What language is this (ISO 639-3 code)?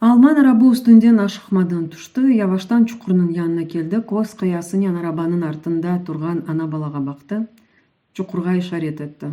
crh